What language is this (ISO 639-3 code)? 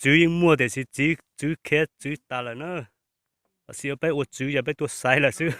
hmn